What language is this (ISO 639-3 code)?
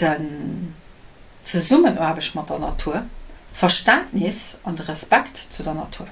ltz